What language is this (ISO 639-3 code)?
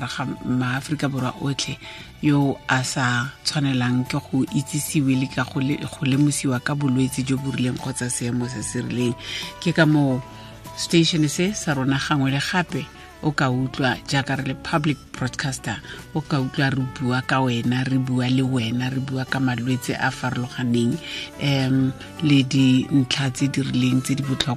tsn